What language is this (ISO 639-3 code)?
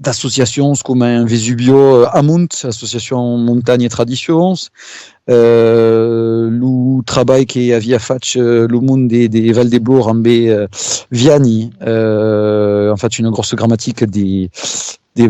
oci